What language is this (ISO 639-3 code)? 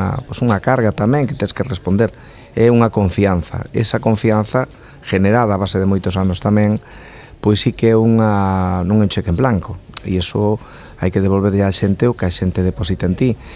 glg